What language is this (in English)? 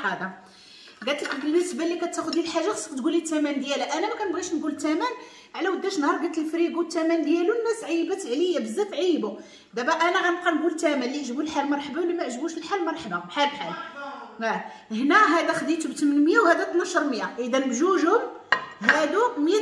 Moroccan Arabic